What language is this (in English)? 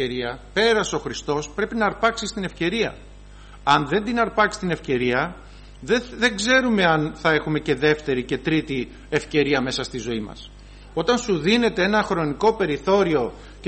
Greek